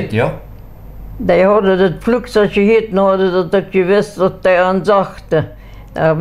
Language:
Plautdietsch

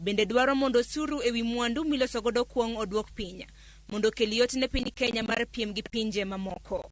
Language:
Luo (Kenya and Tanzania)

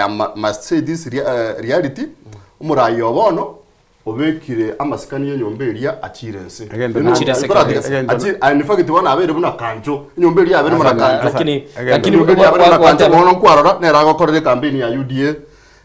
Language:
Gusii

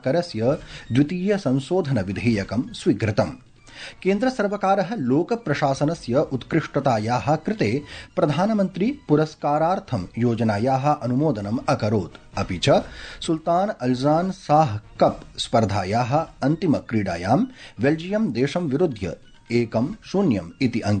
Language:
Sanskrit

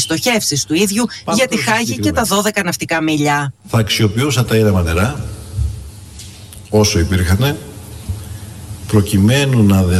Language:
Greek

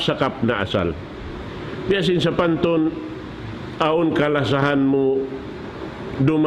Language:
Tausug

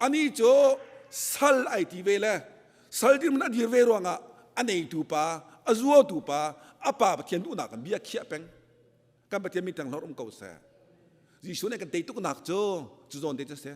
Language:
Hakha Chin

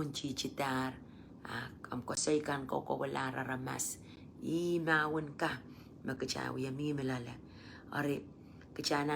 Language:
Pohnpeian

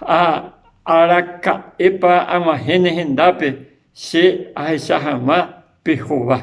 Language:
Guarani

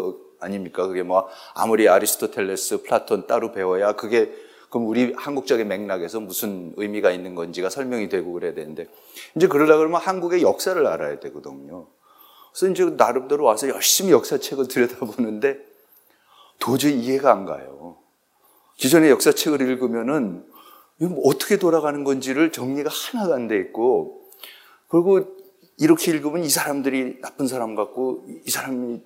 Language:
Korean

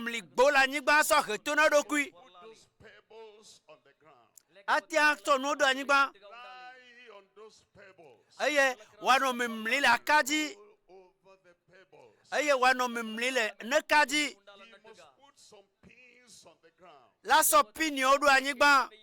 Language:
Ewe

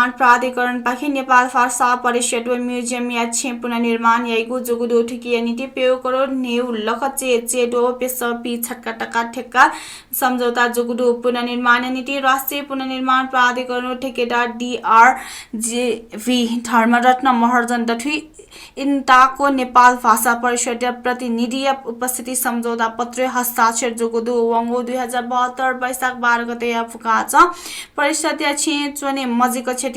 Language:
Newari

